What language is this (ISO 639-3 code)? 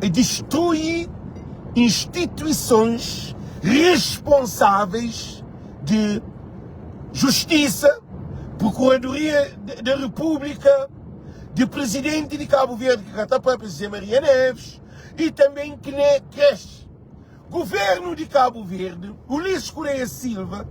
kea